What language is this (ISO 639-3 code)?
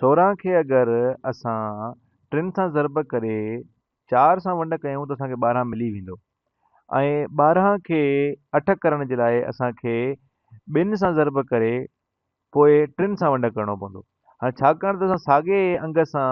snd